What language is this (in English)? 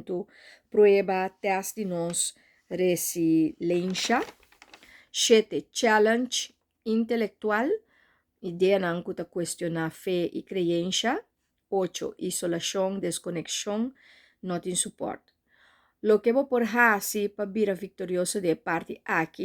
Papiamento